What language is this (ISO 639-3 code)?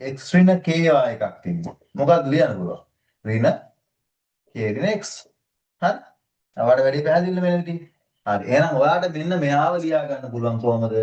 sin